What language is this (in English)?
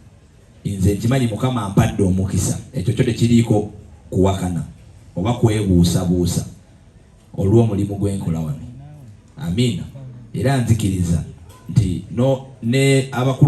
Ganda